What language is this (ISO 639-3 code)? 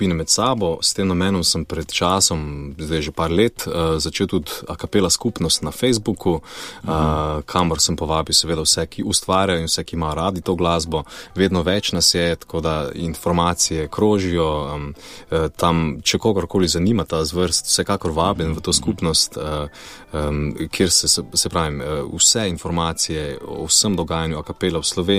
slv